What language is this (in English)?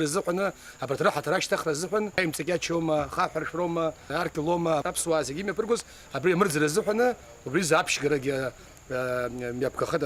Abkhazian